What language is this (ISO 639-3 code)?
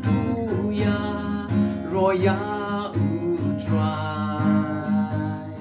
kha